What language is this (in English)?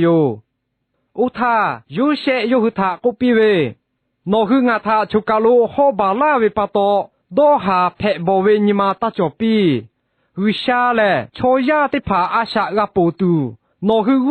Lahu